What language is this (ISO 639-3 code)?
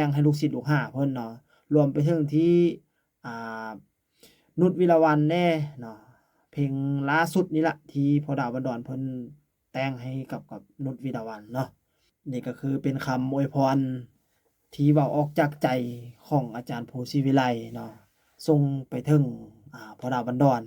lao